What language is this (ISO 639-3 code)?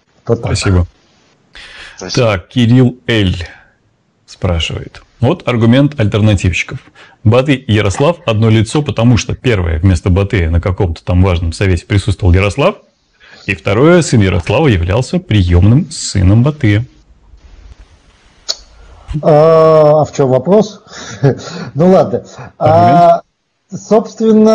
rus